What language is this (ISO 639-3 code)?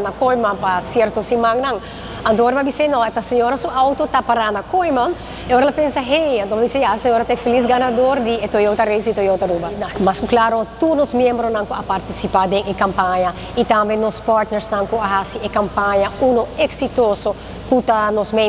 pap